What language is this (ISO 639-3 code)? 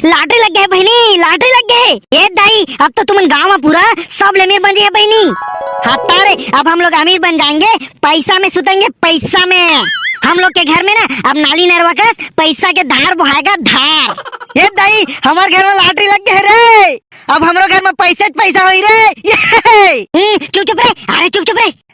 hne